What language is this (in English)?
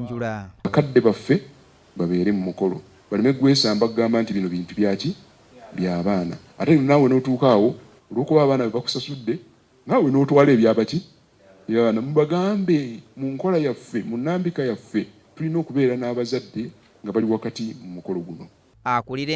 Ganda